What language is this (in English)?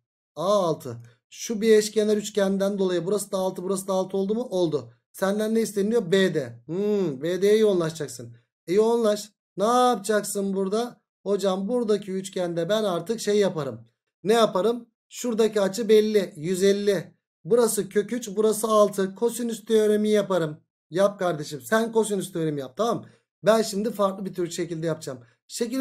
Turkish